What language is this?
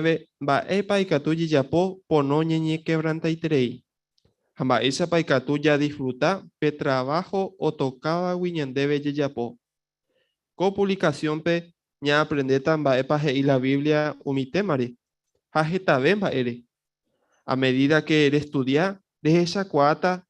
Guarani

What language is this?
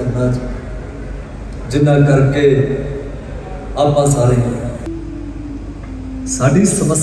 Punjabi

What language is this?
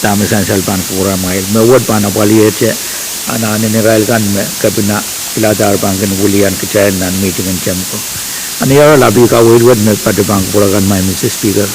Pohnpeian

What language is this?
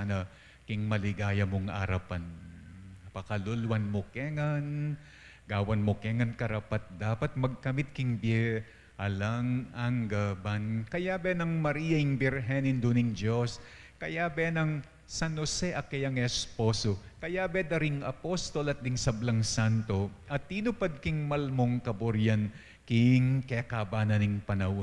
Pampanga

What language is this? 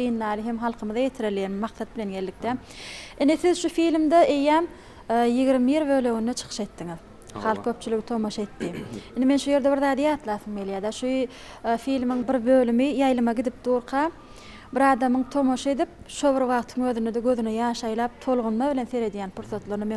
Turkmen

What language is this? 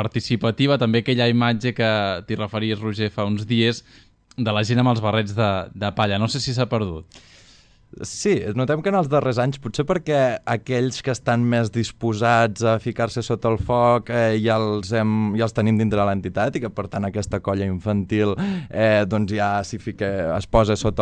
Catalan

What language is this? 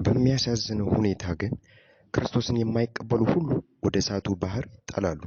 Amharic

